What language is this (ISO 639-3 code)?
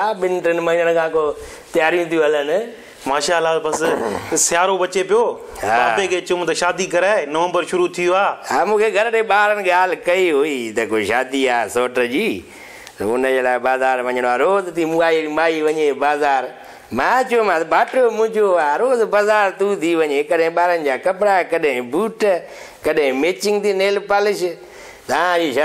snd